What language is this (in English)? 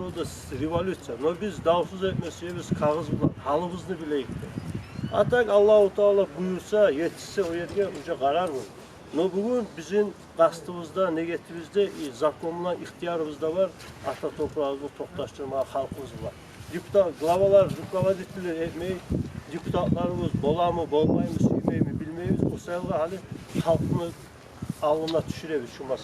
Kumyk